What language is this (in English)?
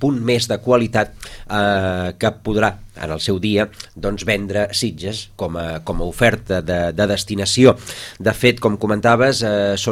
Catalan